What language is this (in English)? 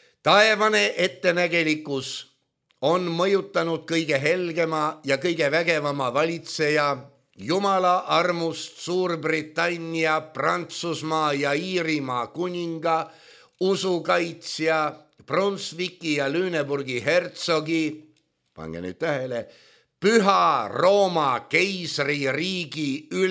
Estonian